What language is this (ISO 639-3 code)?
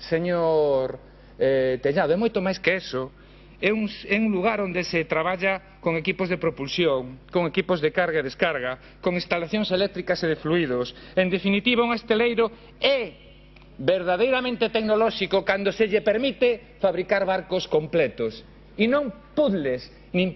glg